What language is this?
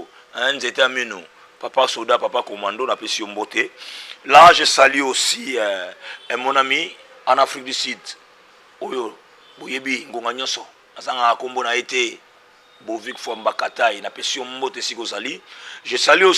Lingala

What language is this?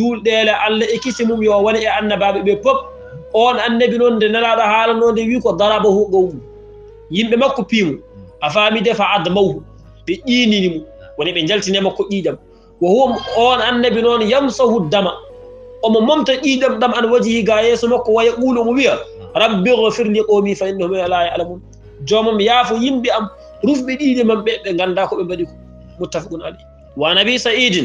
Fula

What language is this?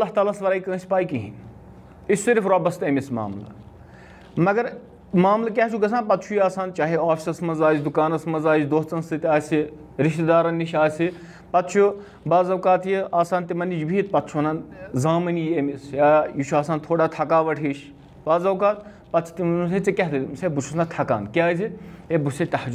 Kashmiri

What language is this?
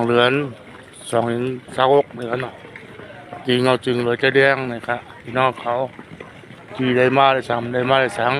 Shan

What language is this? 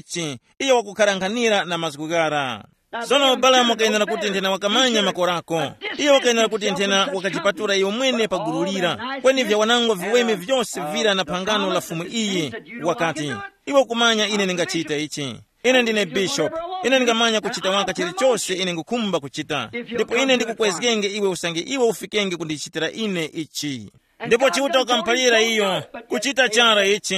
Tumbuka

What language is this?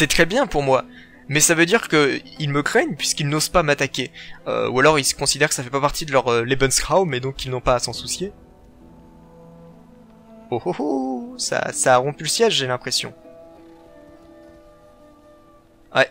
French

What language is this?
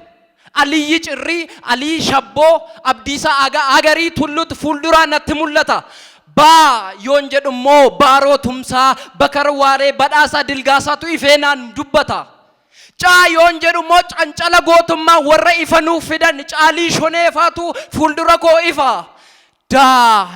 Oromo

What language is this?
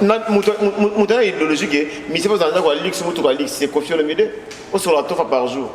Lingala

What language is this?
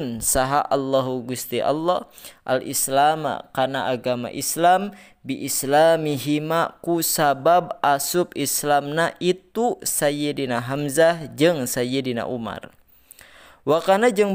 Sundanese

